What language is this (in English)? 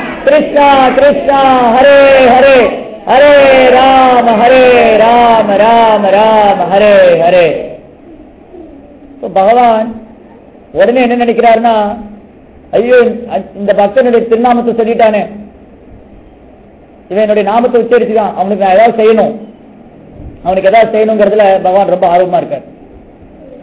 Tamil